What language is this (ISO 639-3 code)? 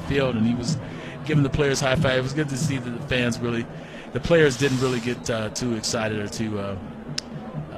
eng